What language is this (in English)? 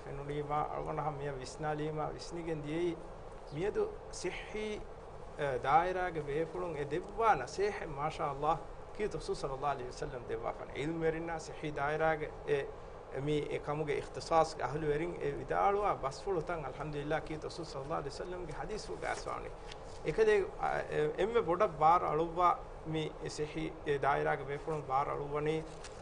Divehi